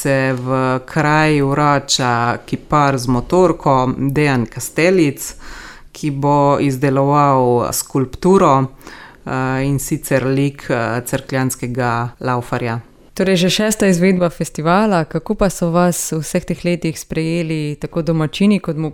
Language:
Slovenian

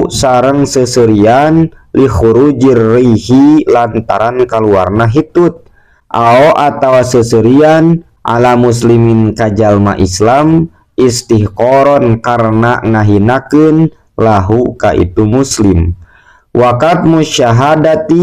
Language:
Sundanese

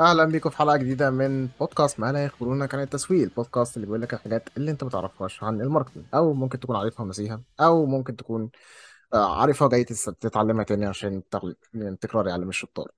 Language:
Egyptian Arabic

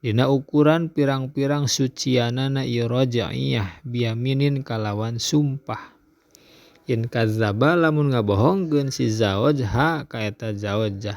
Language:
Sundanese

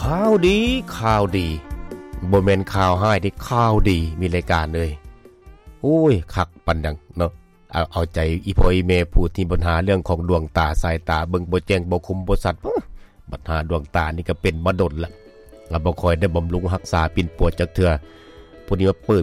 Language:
Lao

